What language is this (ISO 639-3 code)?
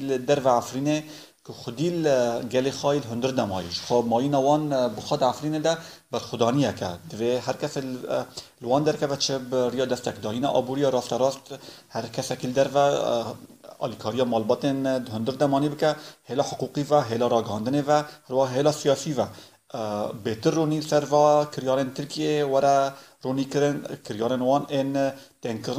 kur